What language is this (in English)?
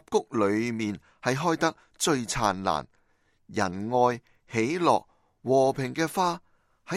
Cantonese